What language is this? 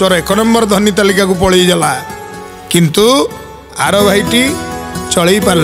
Odia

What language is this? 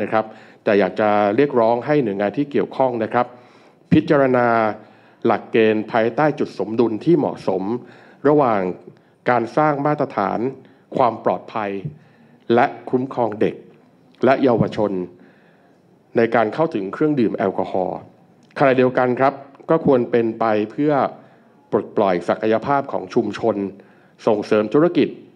Thai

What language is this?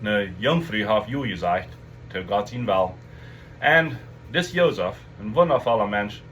Plautdietsch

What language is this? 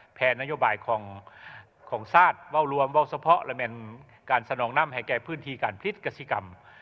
Lao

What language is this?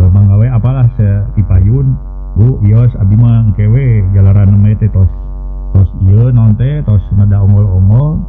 Sundanese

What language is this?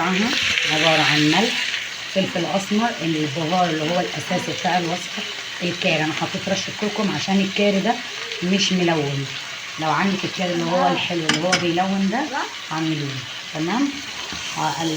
Egyptian Arabic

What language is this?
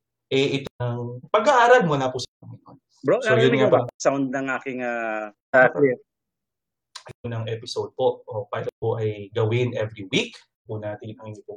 Filipino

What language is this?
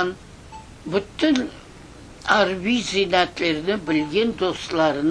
Crimean Tatar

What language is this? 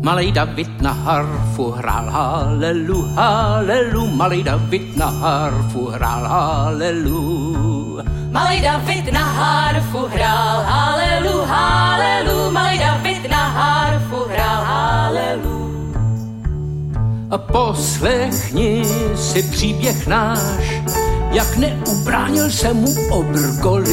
Czech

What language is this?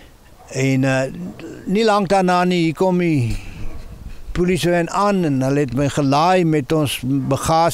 Afrikaans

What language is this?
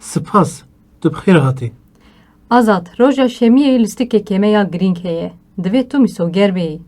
Kurdish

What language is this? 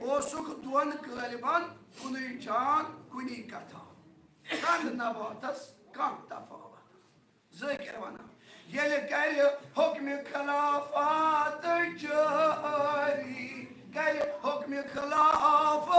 Kashmiri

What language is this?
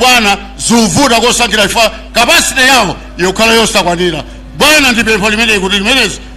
Nyanja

